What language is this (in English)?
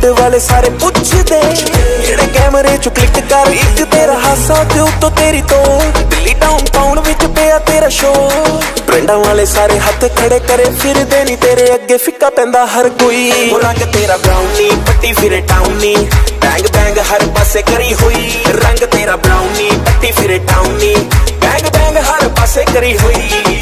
Punjabi